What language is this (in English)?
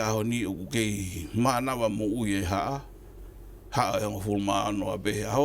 Tongan